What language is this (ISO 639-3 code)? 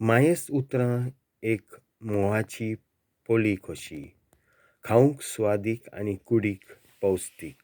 kok